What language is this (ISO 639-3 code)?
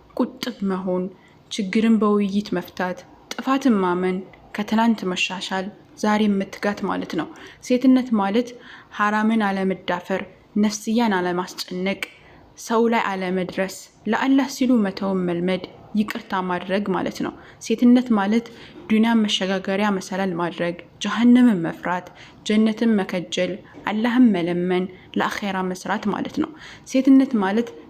amh